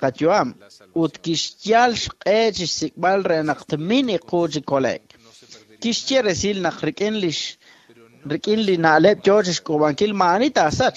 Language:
Kekchí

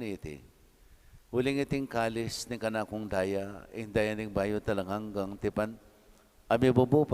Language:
Pampanga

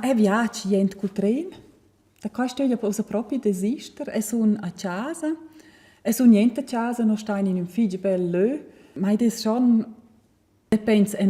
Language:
Romansh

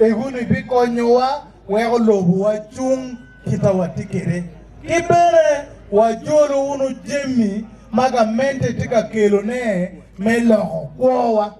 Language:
Acoli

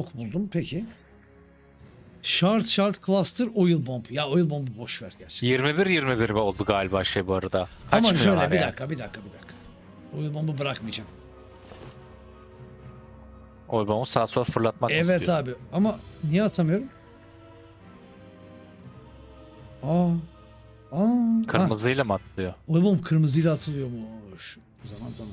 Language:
Turkish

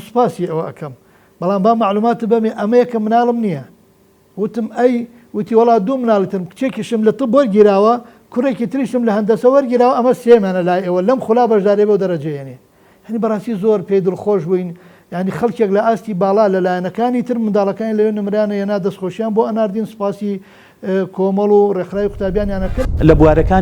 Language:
Central Kurdish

